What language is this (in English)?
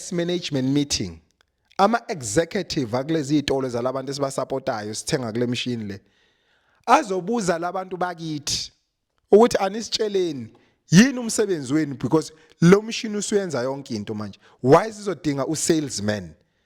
Zulu